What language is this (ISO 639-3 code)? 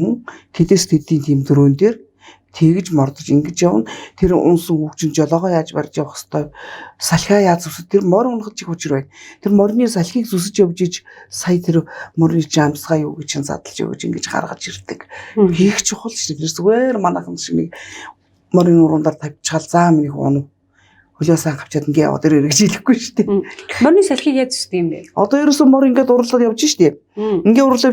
mon